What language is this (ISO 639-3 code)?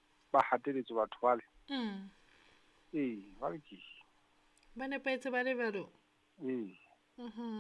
sot